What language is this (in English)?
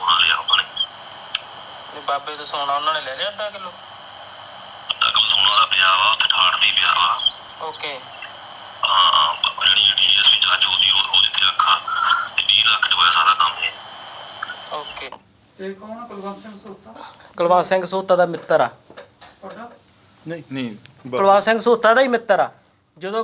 Punjabi